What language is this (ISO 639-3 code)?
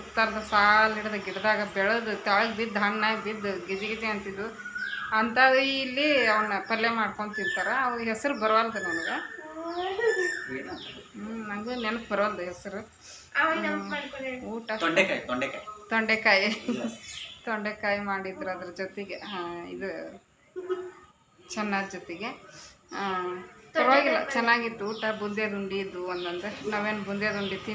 kan